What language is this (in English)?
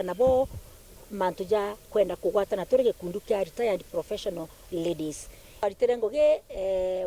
Meru